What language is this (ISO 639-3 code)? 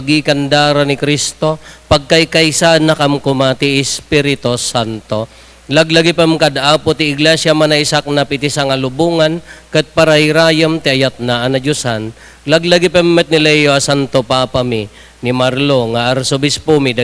ilo